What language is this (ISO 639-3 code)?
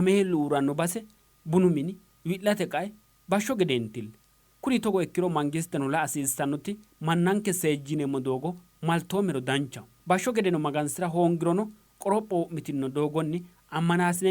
sid